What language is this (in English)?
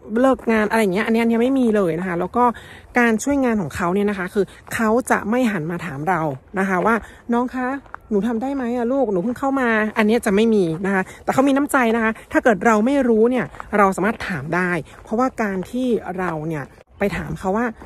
Thai